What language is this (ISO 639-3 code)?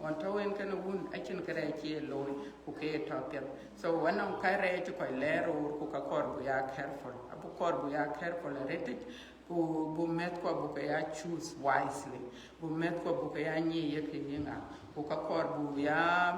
din